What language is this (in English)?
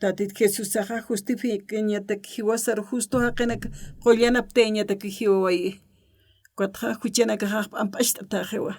Aymara